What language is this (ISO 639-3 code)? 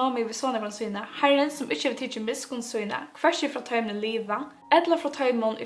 fao